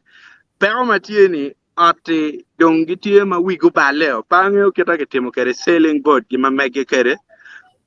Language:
Acoli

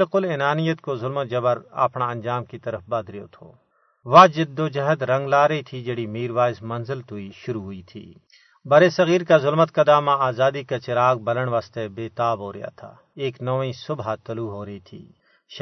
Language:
Gujari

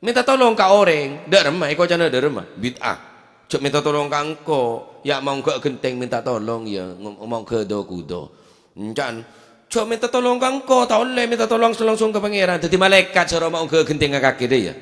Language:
Madurese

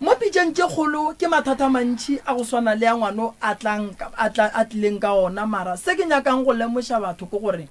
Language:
Northern Sotho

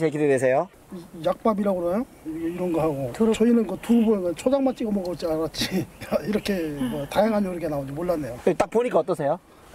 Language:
Korean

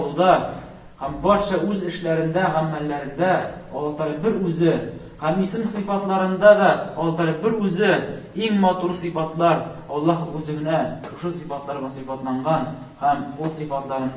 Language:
Tatar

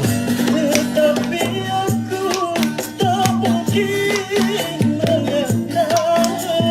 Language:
Banjar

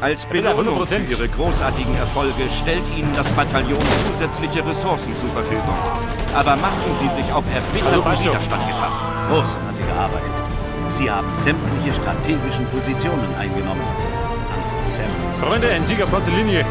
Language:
Bavarian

